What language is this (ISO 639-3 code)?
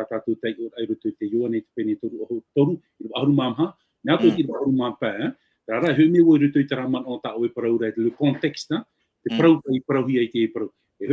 tah